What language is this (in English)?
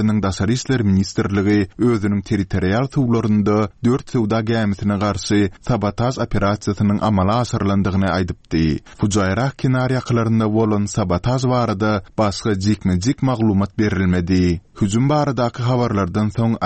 Turkmen